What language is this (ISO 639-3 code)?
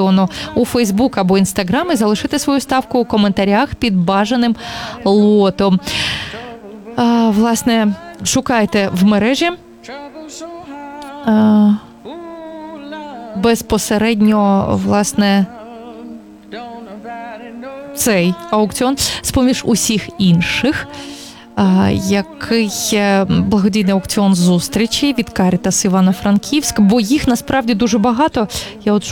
ukr